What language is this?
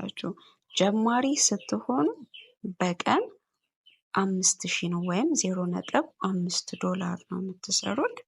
Amharic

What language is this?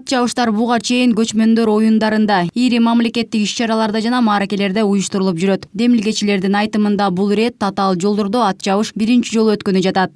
Kyrgyz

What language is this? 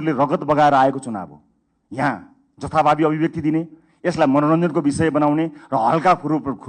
Nepali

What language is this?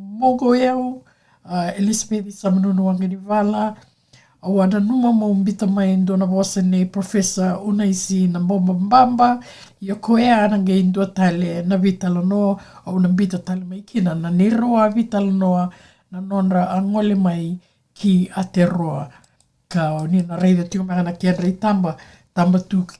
Fijian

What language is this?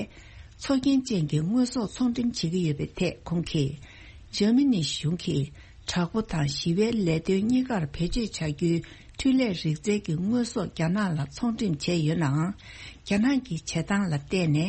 Tibetan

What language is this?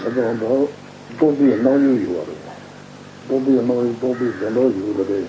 Tibetan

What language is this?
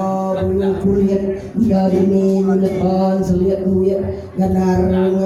Iban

